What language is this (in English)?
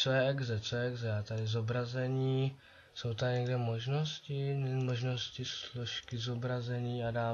Czech